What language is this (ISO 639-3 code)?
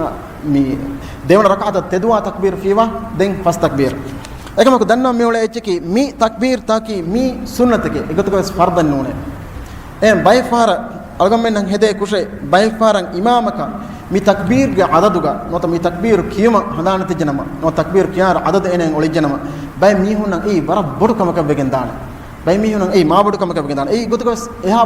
div